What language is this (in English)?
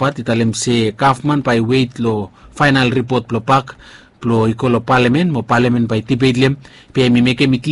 Bislama